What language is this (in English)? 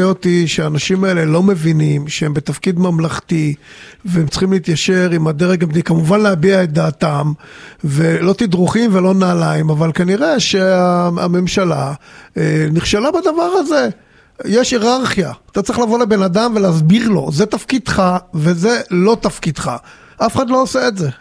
Hebrew